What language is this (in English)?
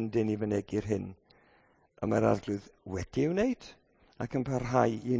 Welsh